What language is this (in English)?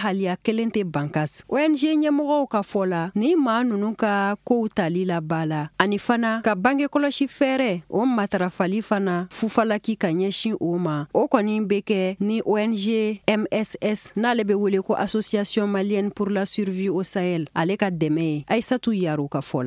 Bambara